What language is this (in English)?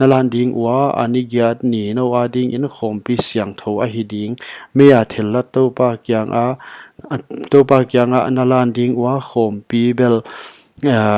Paite Chin